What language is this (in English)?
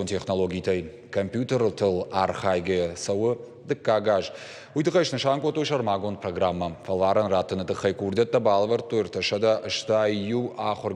Ossetic